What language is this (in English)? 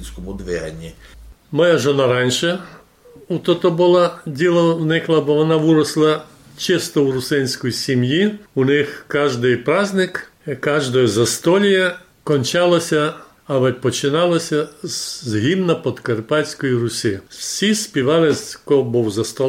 Rusyn